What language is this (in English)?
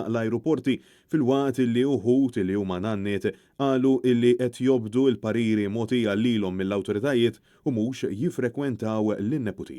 Maltese